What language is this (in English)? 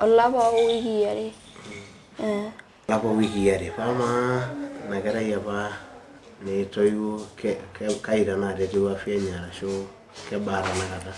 Masai